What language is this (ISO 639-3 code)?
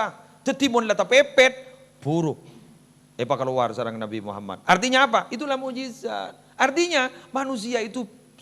mad